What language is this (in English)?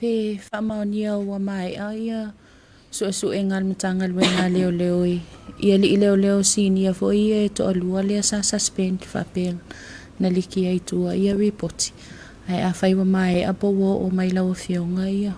Samoan